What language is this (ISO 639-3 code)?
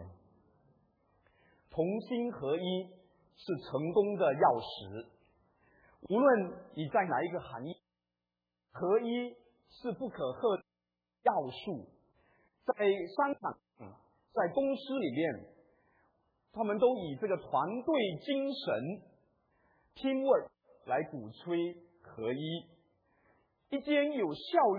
zho